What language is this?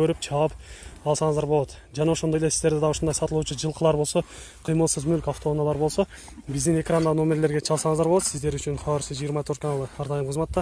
Kyrgyz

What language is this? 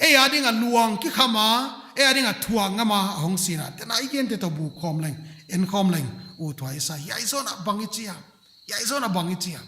Paite Chin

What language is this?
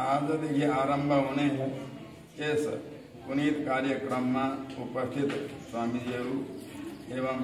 Nepali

